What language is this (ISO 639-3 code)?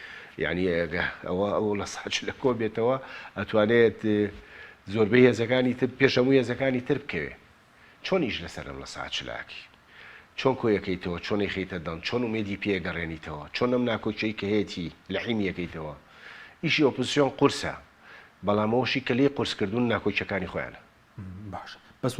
ckb